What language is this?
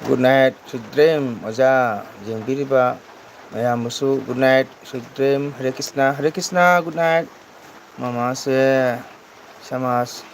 Manipuri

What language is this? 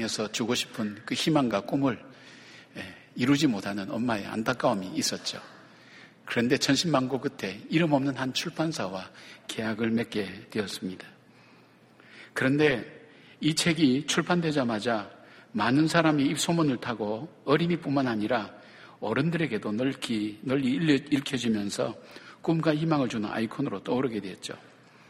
Korean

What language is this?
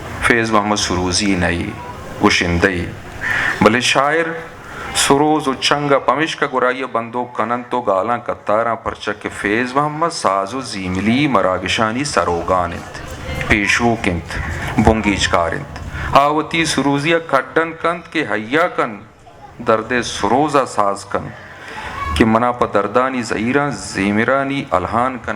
Eastern Balochi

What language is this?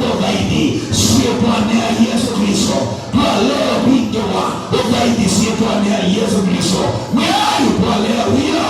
Kamba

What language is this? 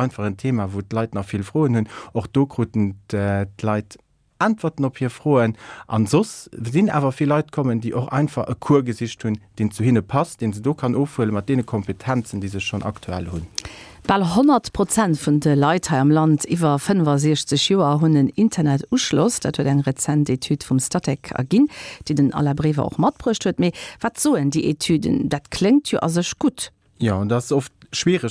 Luxembourgish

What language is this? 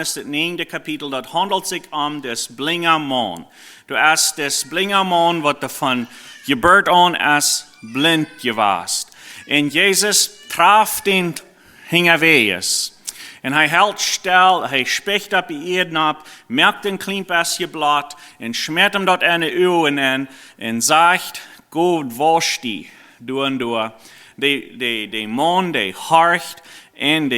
Plautdietsch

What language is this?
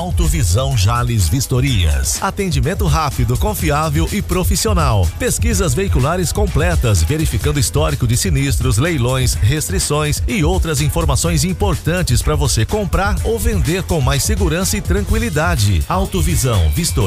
Portuguese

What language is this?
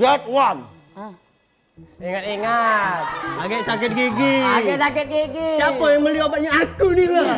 Musi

